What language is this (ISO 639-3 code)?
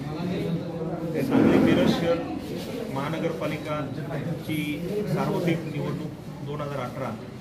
mar